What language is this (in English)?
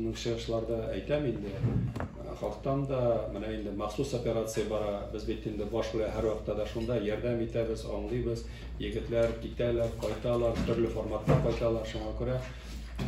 Tatar